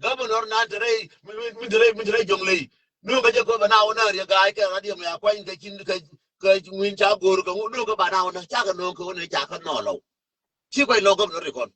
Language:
Nuer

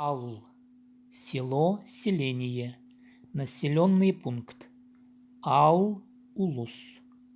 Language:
Khakas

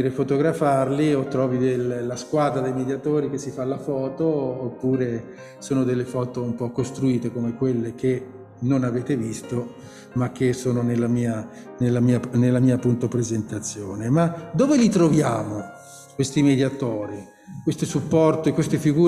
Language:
Italian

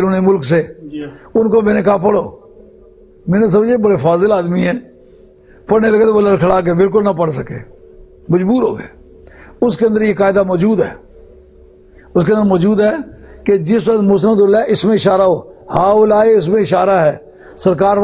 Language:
Urdu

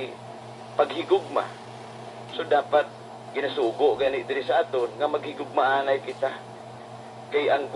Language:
Hiligaynon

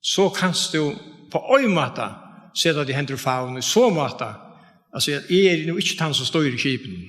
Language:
Faroese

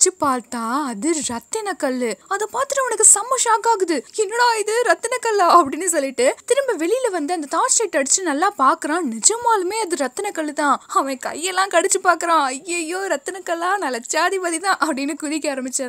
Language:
Tamil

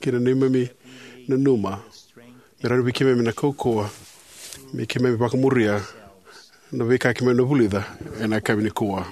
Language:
Fijian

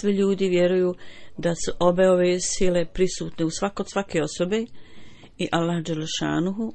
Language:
Bosnian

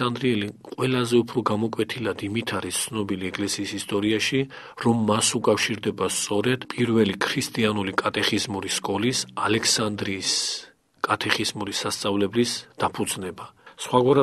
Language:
Georgian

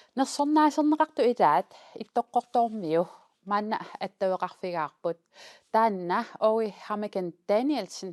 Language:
Kalaallisut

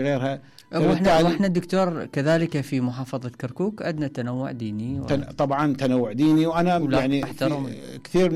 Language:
Mesopotamian Arabic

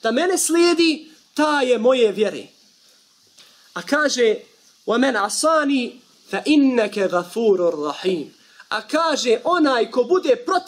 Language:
Bosnian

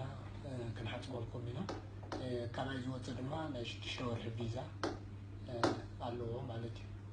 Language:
Tigrinya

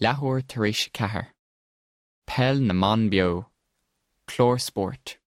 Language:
Irish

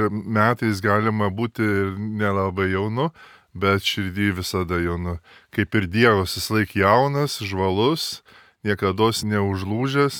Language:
Lithuanian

